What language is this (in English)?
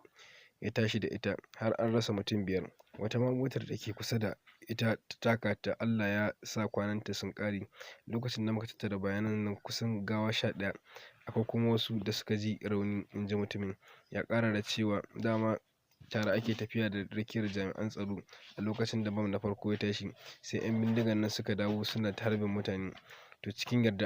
Hausa